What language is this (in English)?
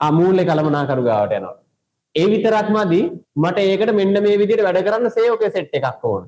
Sinhala